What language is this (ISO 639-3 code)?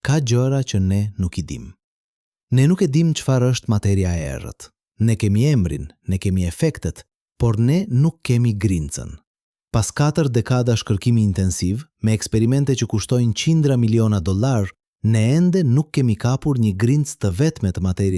sqi